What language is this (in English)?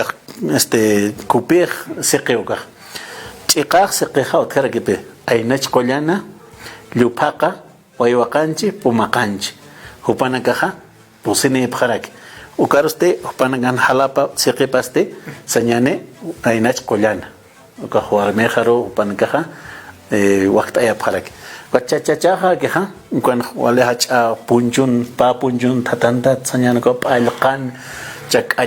Aymara